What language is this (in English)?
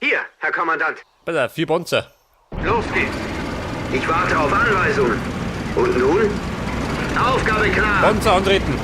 Bavarian